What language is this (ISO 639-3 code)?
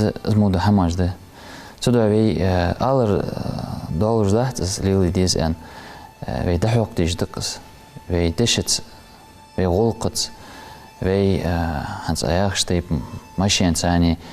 inh